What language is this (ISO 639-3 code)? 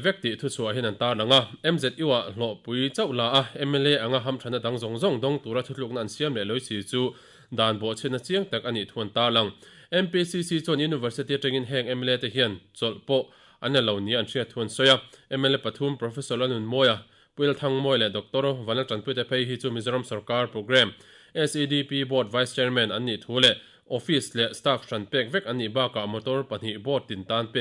lus